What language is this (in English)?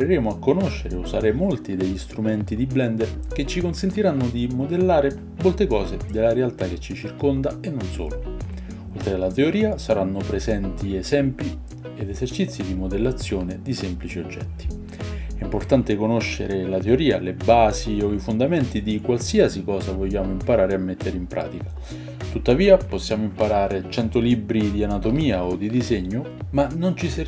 Italian